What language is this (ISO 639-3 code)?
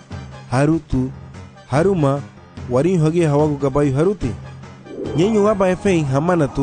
cab